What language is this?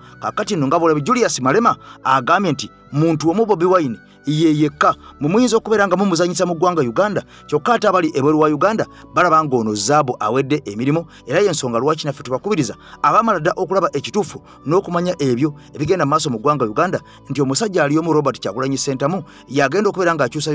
Ganda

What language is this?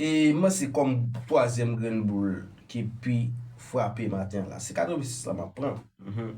Haitian Creole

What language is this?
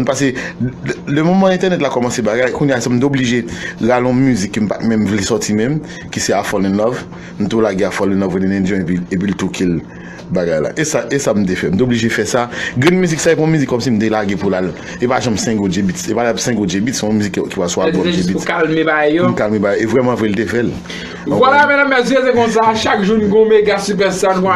Haitian Creole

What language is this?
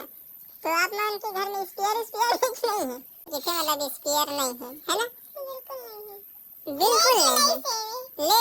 Chhattisgarhi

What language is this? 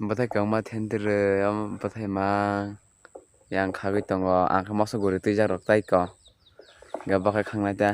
Kok Borok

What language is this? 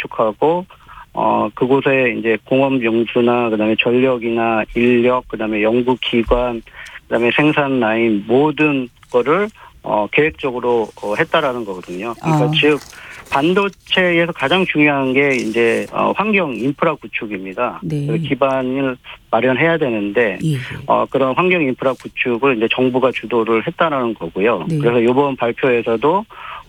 Korean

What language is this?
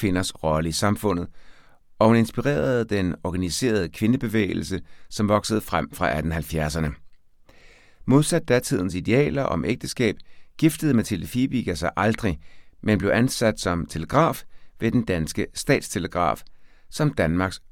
Danish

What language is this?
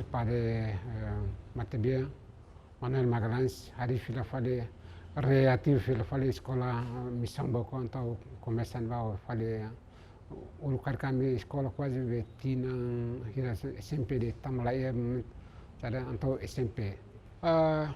Tetum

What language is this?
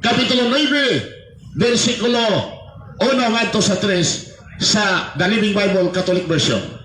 Cebuano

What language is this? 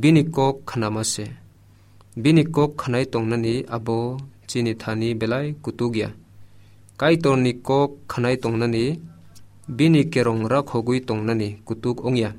Kok Borok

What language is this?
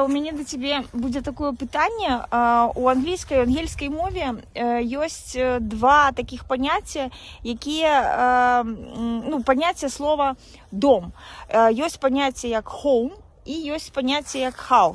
Belarusian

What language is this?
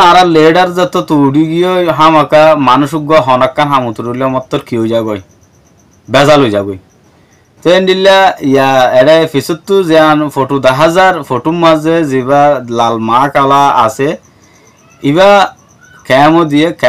Rohingya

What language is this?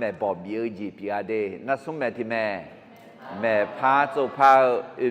Akha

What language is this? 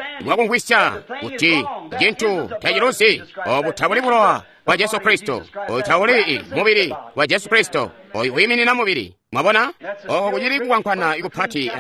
Tonga (Zambia)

